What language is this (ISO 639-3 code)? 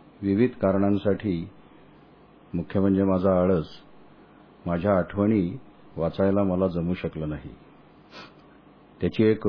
mar